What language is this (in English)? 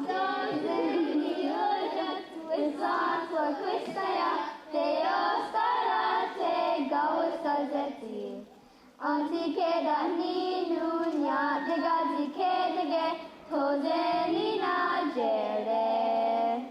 Mohawk